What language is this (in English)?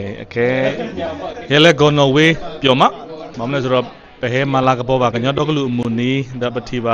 S'gaw Karen